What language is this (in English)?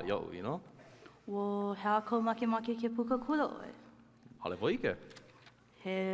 Hawaiian